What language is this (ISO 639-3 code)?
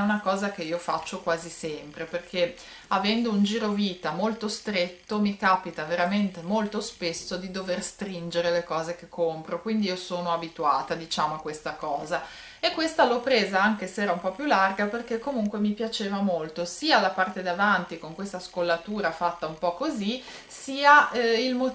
ita